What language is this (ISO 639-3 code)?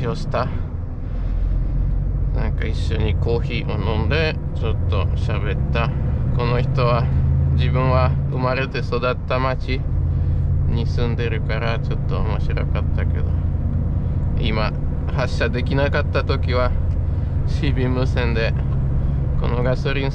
jpn